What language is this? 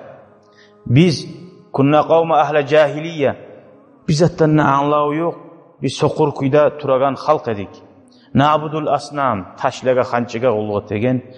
Kumyk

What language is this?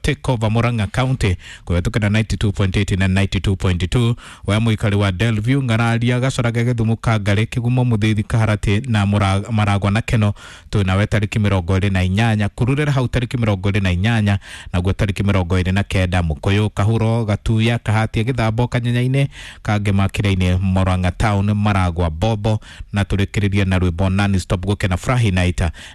Kikuyu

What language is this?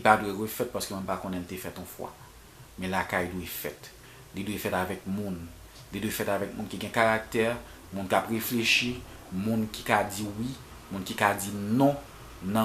Haitian Creole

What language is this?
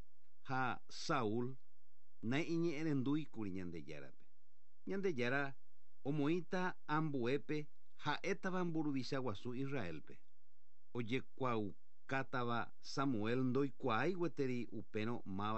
Guarani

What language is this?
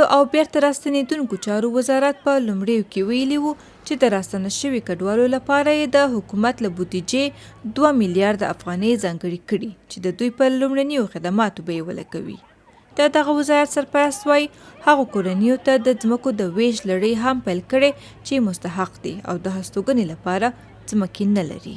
Pashto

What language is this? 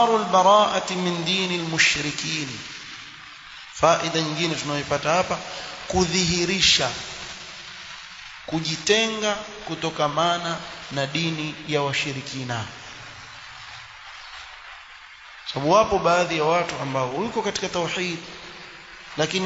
Swahili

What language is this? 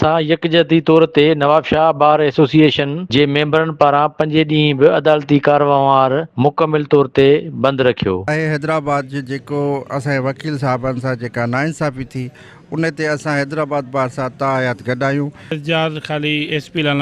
Sindhi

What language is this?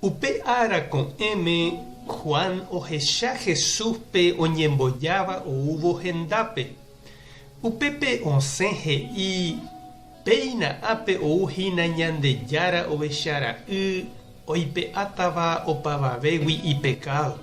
Guarani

